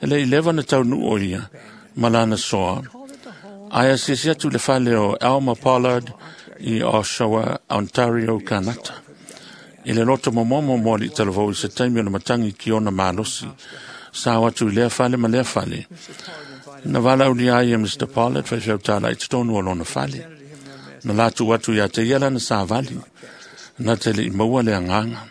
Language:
Samoan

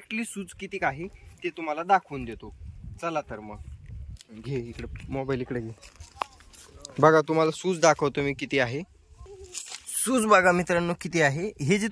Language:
Marathi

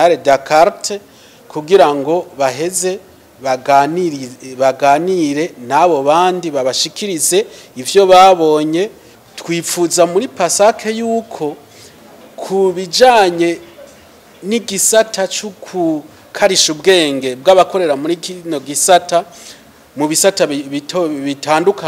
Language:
Rundi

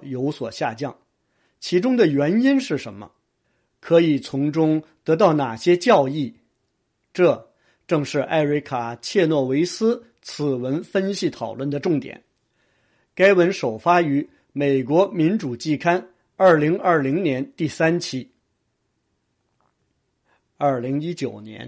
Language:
Chinese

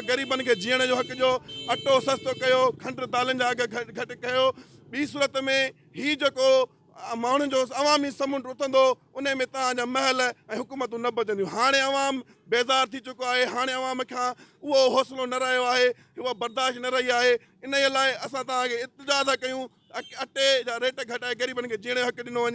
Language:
Sindhi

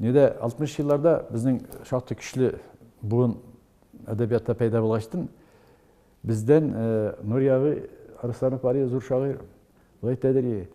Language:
Tatar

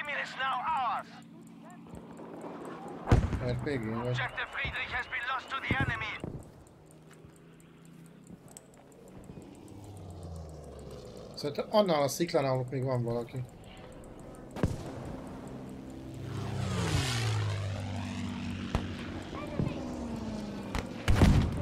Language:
Hungarian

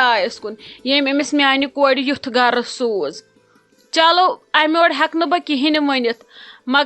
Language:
Kashmiri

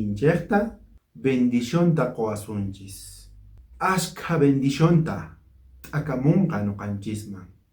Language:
South Bolivian Quechua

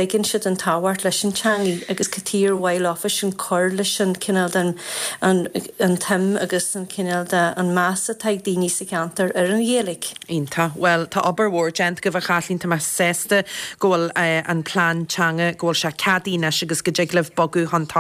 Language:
Irish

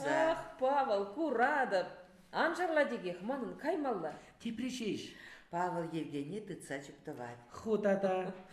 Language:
Chuvash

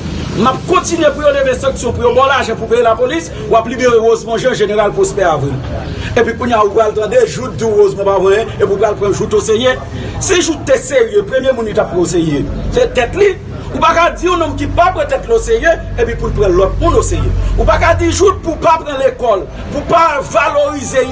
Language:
Haitian Creole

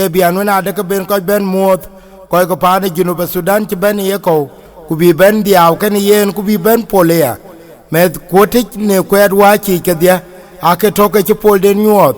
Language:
Dinka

